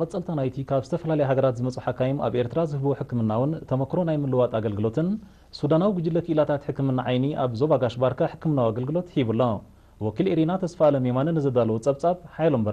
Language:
Tigrinya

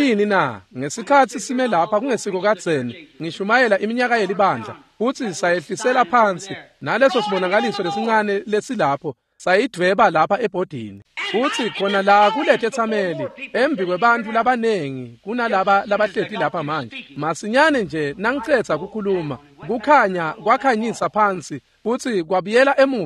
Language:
Swati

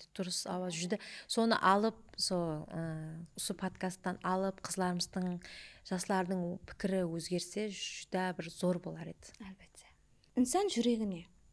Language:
Kara-Kalpak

